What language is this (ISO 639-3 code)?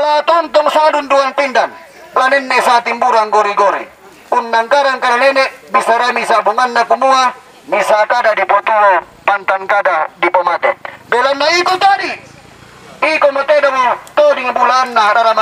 sda